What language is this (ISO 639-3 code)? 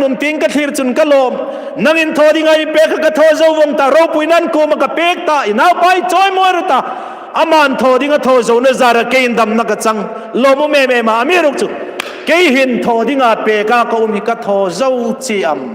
hmr